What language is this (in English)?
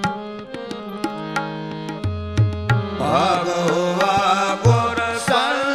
Punjabi